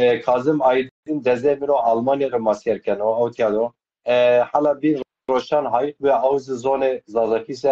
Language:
Zaza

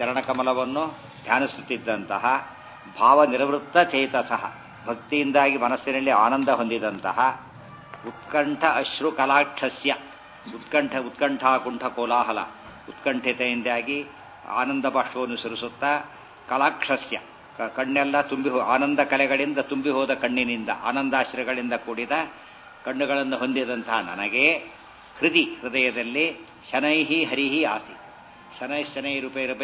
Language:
Kannada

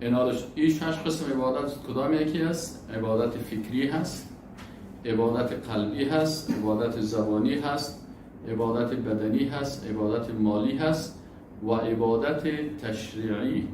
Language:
Persian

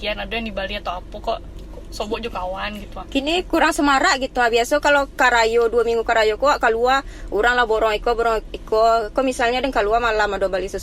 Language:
Minangkabau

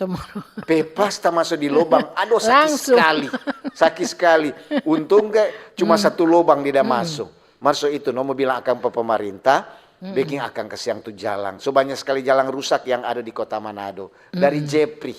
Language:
Manado Malay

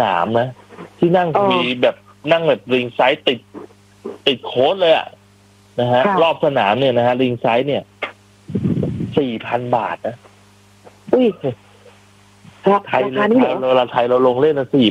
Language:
Thai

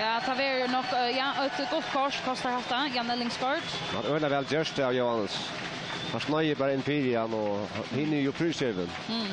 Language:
Faroese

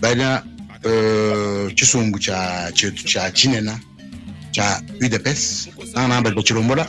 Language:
Luba-Lulua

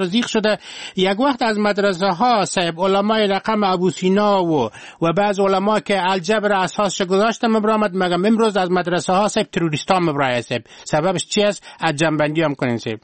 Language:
Persian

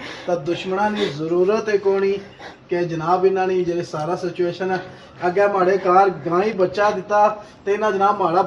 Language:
Pahari-Potwari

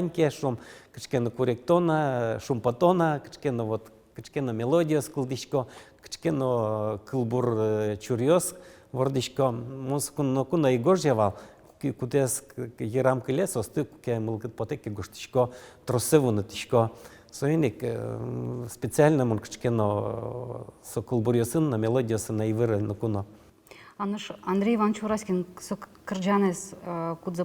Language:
Udmurt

